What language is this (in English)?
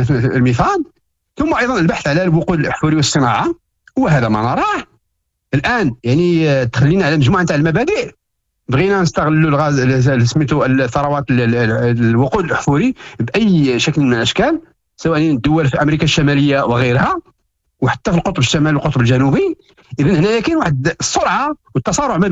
Moroccan Arabic